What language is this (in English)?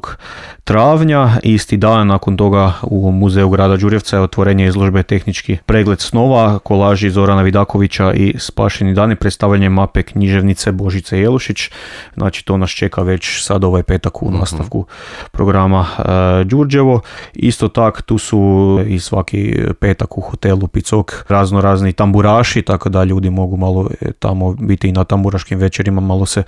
Croatian